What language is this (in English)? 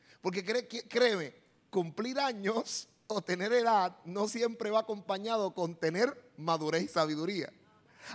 Spanish